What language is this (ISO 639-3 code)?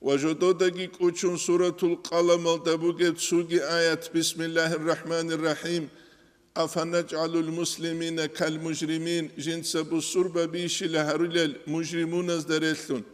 ava